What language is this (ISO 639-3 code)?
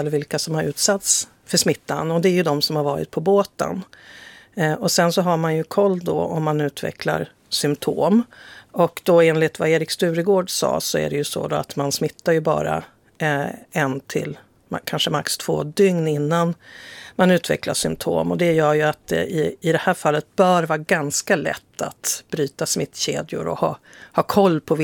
swe